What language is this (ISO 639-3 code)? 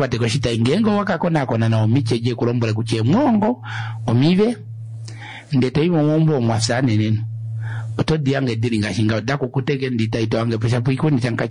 kua